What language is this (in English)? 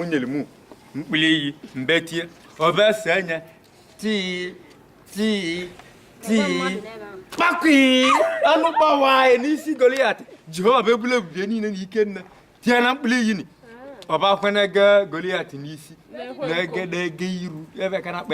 Igbo